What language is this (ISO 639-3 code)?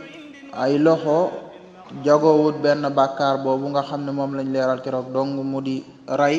wol